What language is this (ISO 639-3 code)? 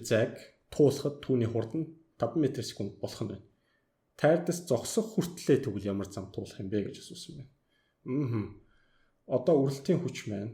mon